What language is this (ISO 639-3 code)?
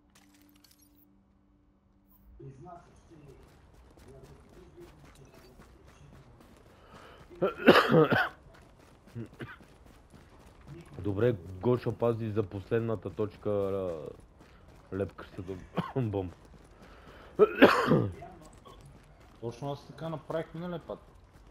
bul